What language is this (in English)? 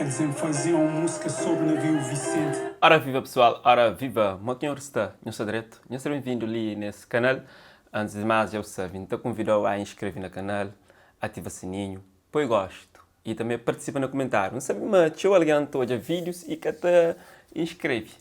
Kabuverdianu